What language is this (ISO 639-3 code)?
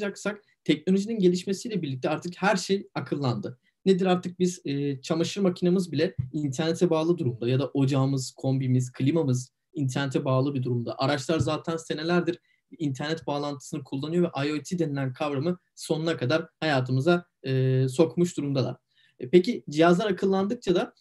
tur